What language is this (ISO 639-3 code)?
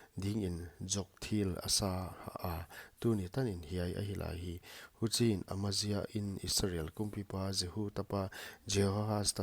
pck